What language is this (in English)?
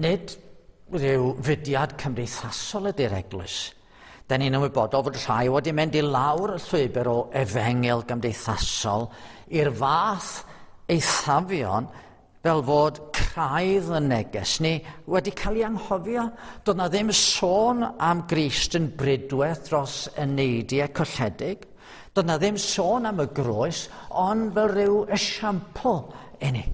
Welsh